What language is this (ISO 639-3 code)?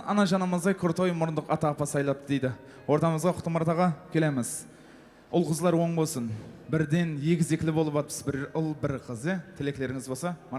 kaa